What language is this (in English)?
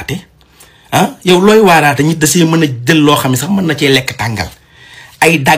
Wolof